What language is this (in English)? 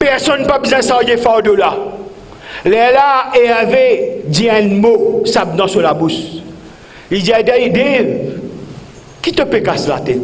Morisyen